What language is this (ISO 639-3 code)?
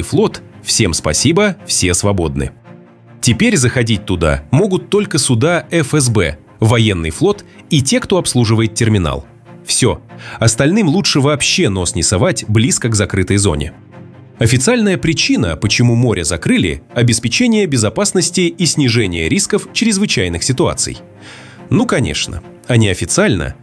rus